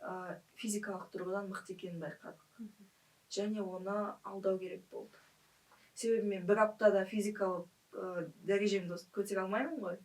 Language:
Kazakh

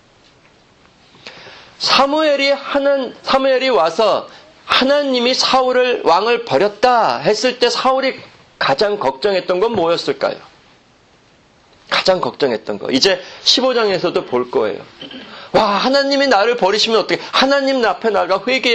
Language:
Korean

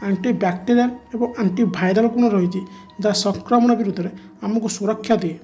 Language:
Odia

